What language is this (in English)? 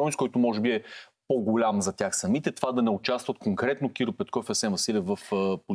Bulgarian